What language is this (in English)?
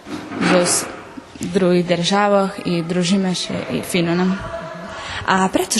Rusyn